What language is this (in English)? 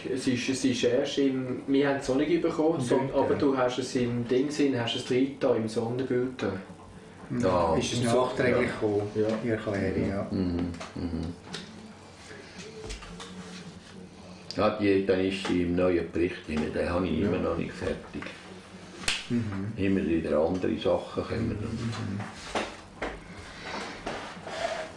German